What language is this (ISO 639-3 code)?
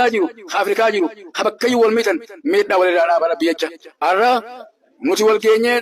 orm